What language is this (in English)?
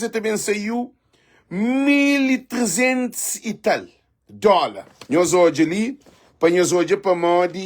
Kabuverdianu